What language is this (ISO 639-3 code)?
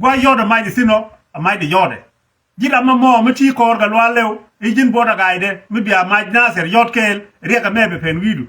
nus